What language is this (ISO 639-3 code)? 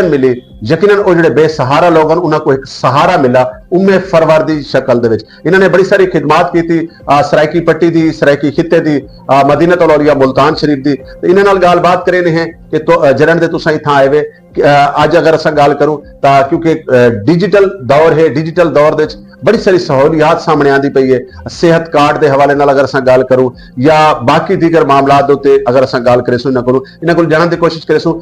skr